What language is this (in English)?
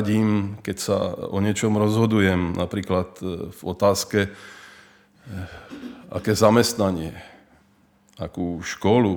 Slovak